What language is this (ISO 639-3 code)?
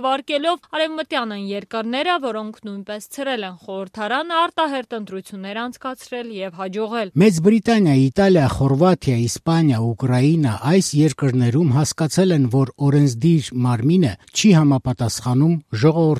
hye